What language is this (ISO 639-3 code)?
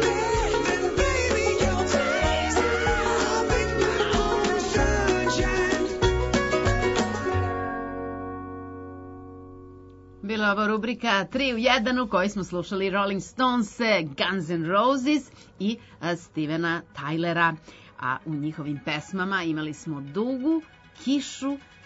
srp